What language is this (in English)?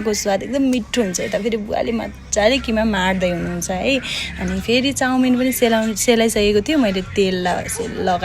Nepali